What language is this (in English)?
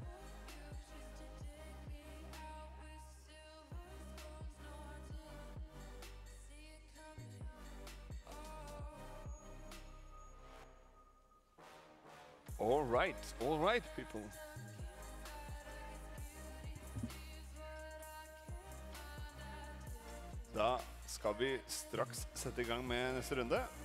Norwegian